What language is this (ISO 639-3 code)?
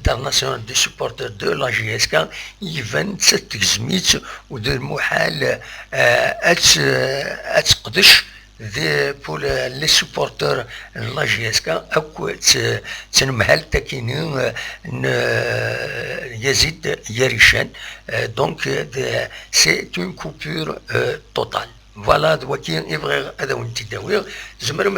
kab